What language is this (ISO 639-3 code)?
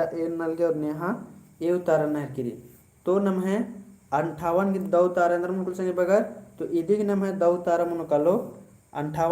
kru